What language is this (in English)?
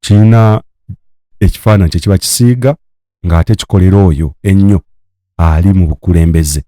Ganda